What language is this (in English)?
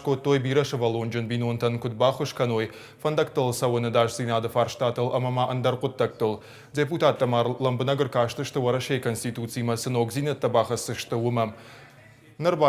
Ossetic